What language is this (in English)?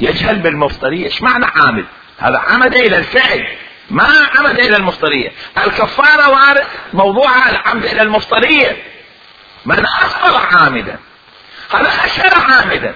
Mesopotamian Arabic